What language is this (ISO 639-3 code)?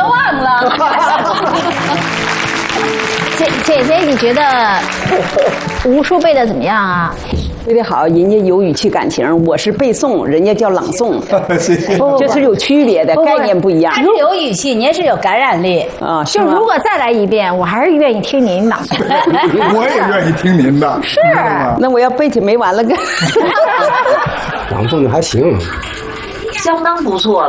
zho